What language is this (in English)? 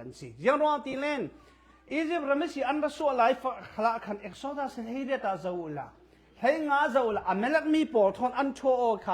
Falam Chin